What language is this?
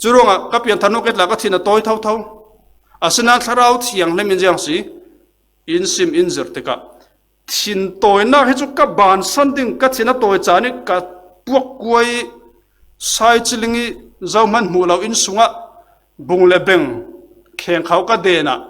Falam Chin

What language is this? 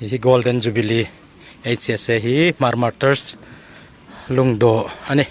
Hmar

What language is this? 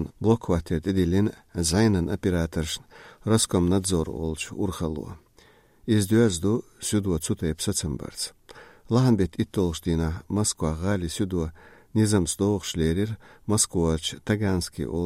Chechen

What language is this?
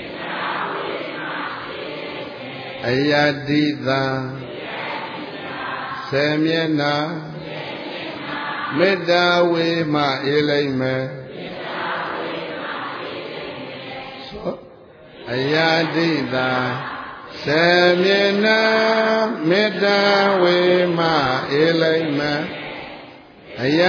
Burmese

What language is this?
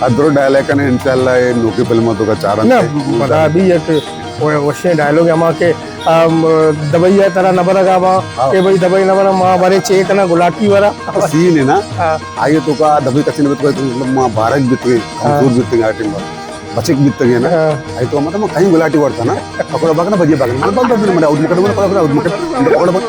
Baluchi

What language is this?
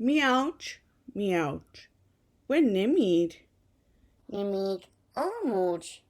Mi'kmaw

